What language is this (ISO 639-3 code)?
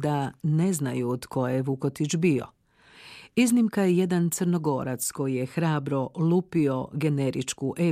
hrv